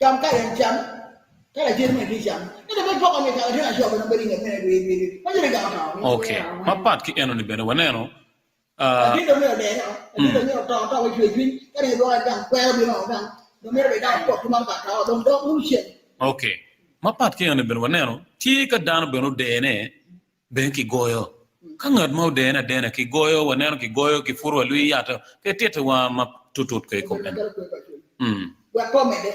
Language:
Acoli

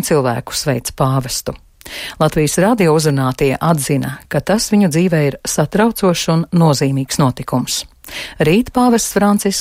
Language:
Latvian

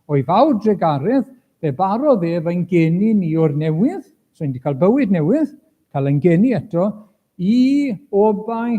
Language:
Welsh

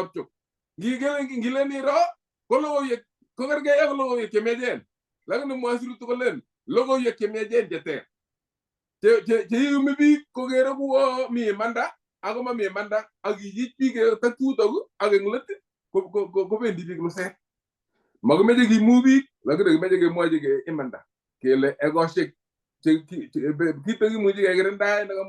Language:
Kalenjin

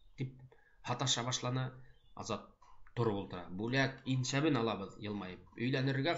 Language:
Bashkir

